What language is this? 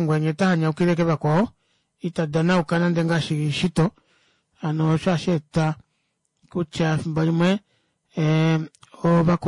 Kuanyama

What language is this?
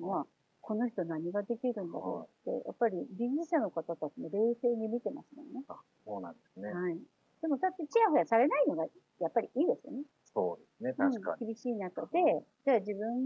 Japanese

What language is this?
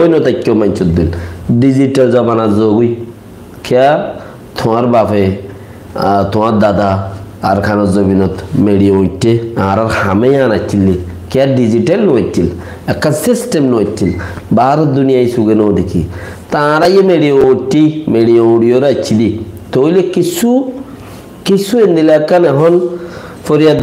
Rohingya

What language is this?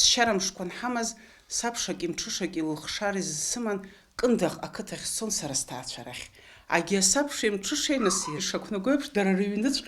Abkhazian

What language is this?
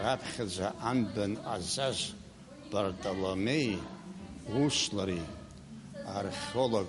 Abkhazian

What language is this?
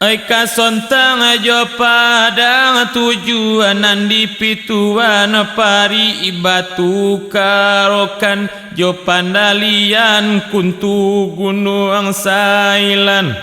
Minangkabau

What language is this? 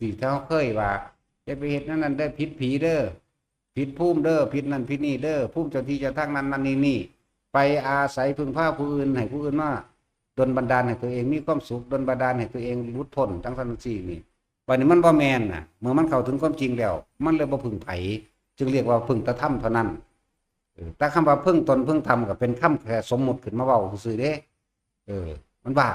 Northeastern Thai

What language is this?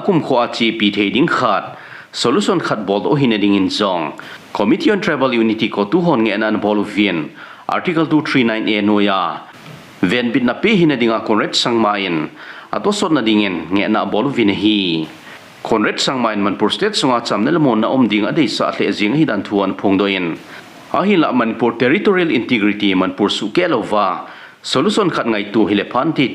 Thado Chin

